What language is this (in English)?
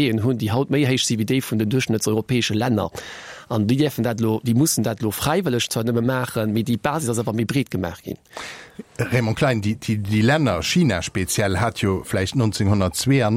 Luxembourgish